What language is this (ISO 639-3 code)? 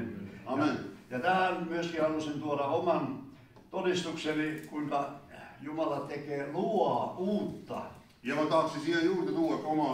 fin